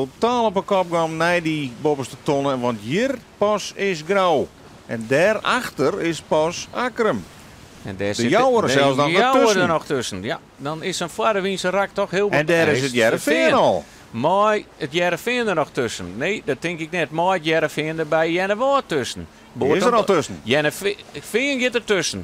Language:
Western Frisian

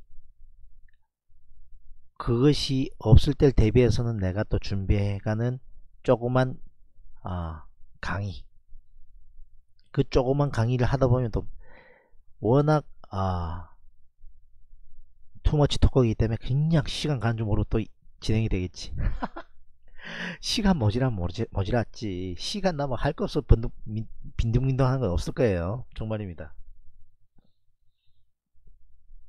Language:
Korean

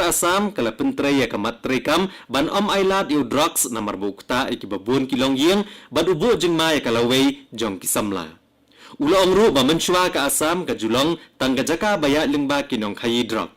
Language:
Khasi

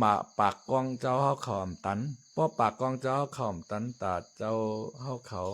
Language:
Shan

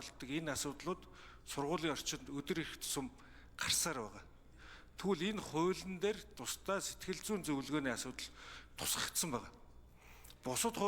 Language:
Mongolian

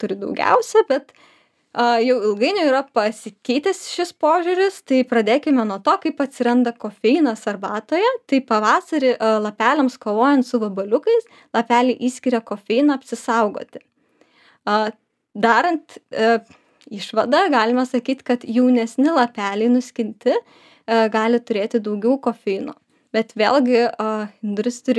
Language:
Lithuanian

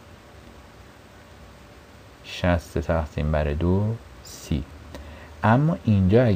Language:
Persian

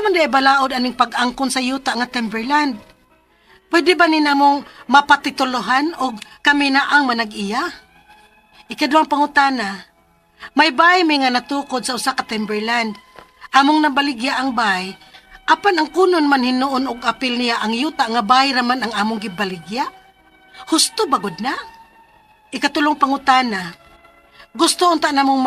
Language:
Cebuano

